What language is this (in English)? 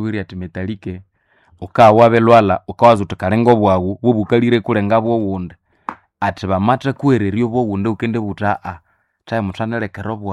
Nande